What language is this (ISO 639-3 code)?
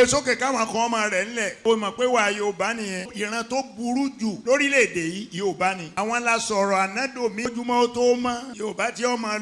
yor